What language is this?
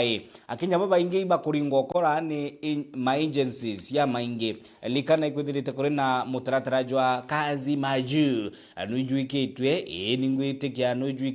Meru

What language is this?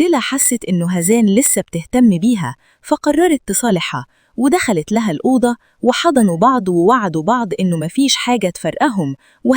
Egyptian Arabic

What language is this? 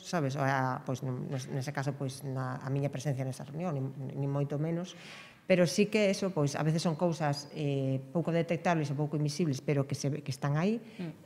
Galician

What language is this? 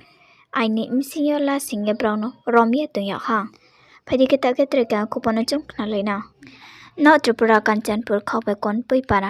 Riang (India)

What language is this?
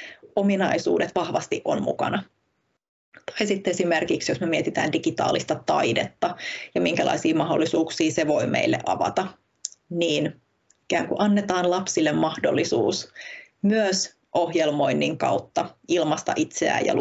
Finnish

